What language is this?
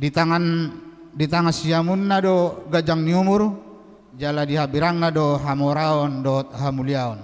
Batak Toba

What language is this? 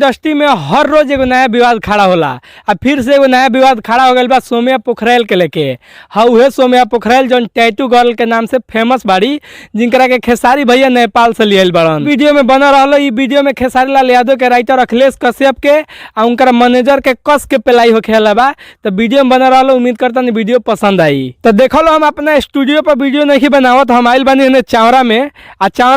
Bhojpuri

